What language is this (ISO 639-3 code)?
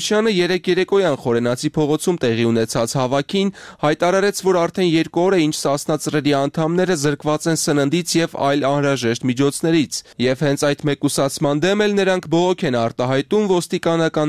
hye